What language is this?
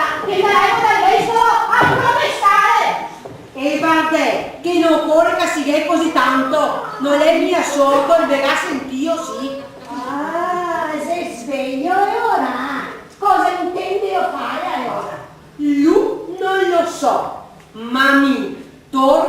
Venetian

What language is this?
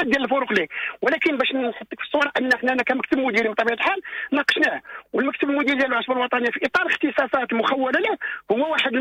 Moroccan Arabic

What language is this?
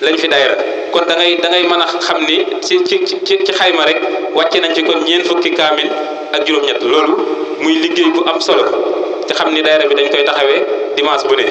Wolof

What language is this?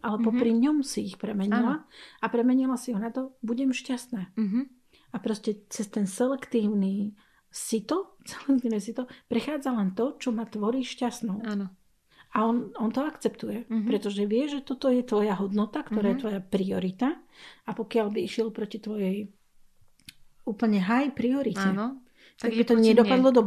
Slovak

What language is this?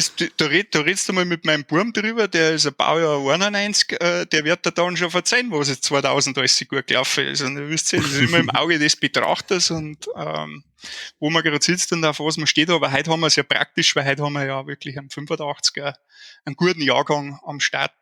Bavarian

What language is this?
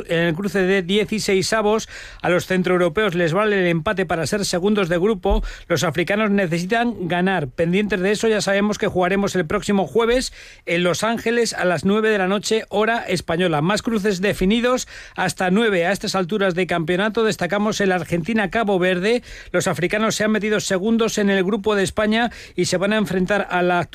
Spanish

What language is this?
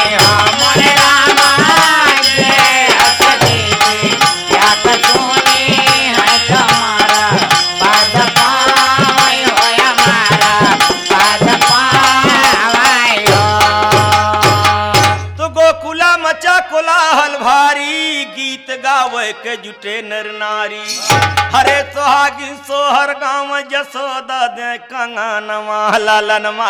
Bhojpuri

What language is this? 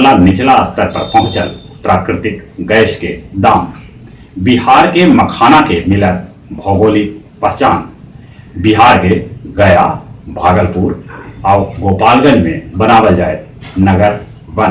Magahi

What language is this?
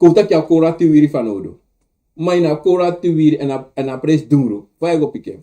Sranan Tongo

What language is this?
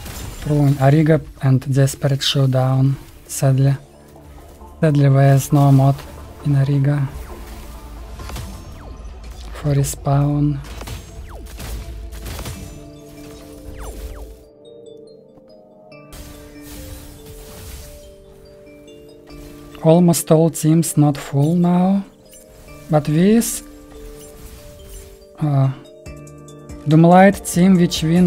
English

